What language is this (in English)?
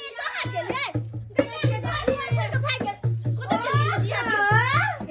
Maithili